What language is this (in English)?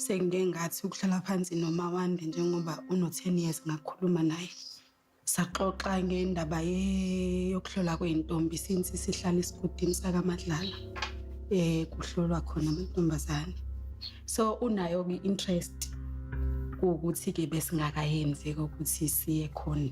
Zulu